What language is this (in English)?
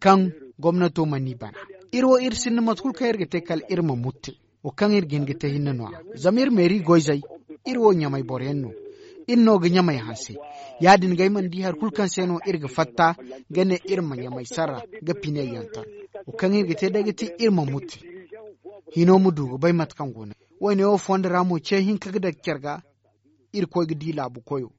Zarma